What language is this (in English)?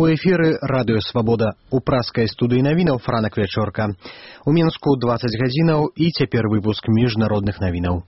Belarusian